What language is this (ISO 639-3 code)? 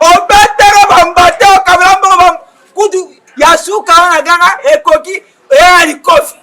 lin